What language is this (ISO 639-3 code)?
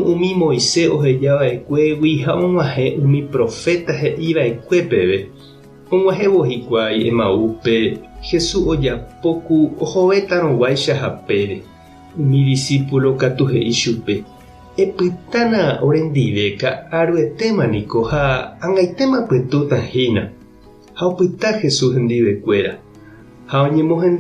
grn